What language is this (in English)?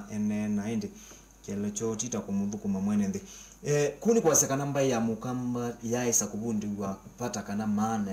Kamba